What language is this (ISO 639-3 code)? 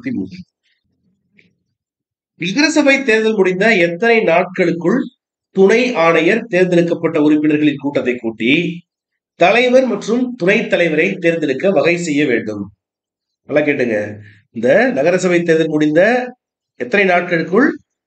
tam